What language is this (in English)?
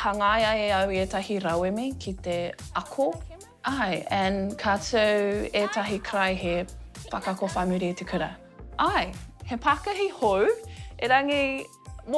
Māori